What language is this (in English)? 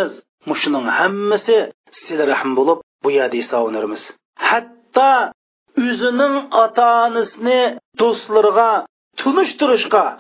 Uyghur